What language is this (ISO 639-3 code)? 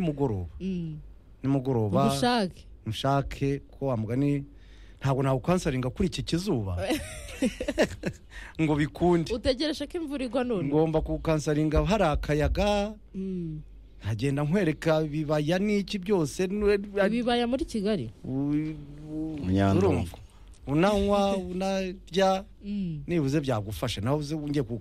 kin